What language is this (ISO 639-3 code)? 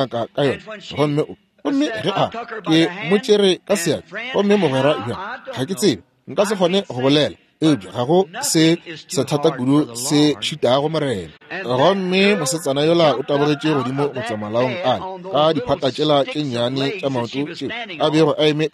nso